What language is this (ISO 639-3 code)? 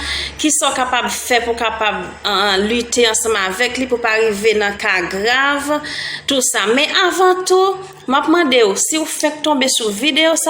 hat